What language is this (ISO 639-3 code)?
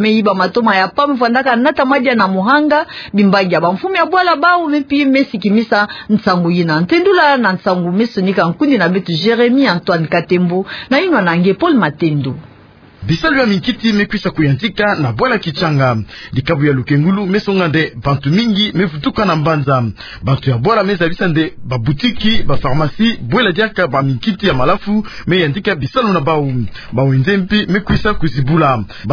ktu